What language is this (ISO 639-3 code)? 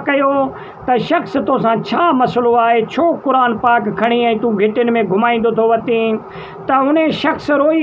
snd